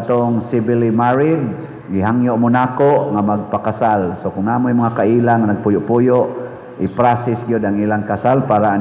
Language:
Cebuano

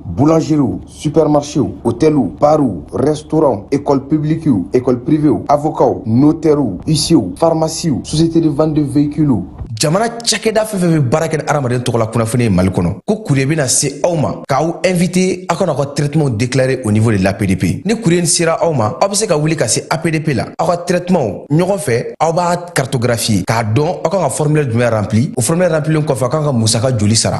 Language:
Bambara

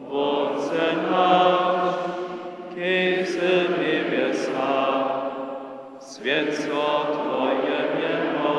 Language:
Upper Sorbian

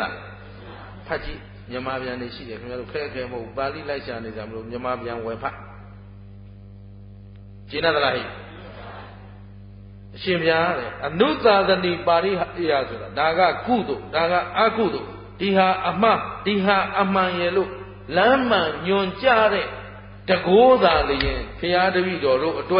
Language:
Burmese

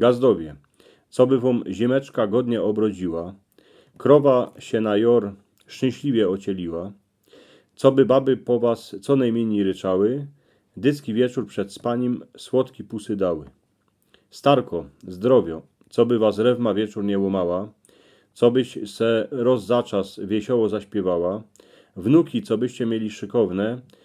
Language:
Silesian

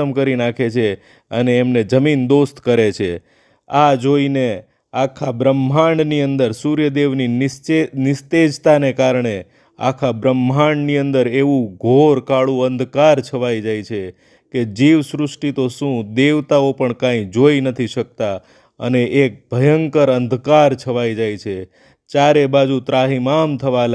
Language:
Gujarati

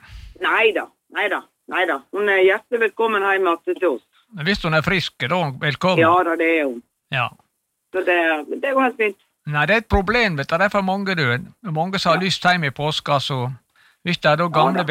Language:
Norwegian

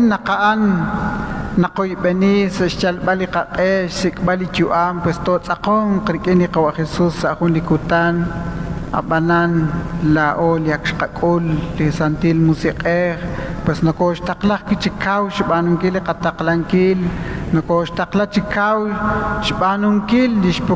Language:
Kekchí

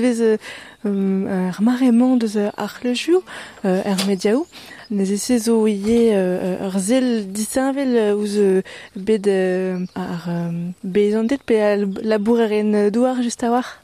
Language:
Breton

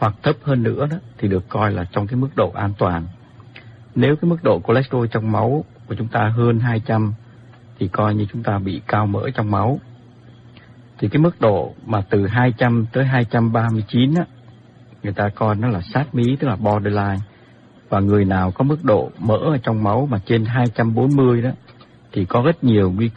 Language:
Vietnamese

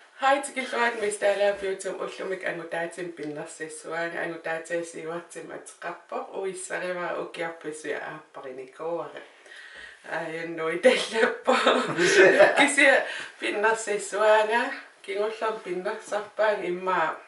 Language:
Kalaallisut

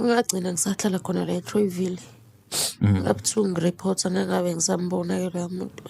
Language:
Zulu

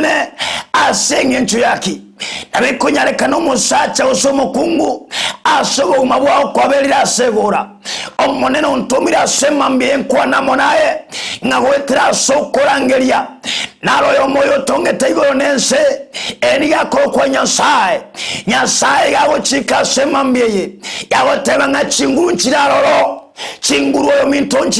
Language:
Gusii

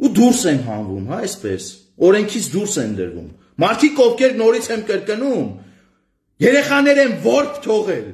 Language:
Armenian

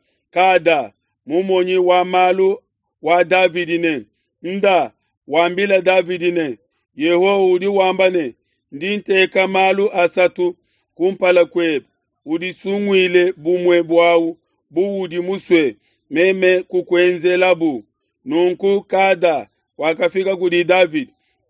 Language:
Luba-Lulua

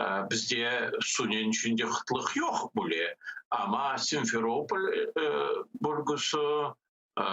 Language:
Crimean Tatar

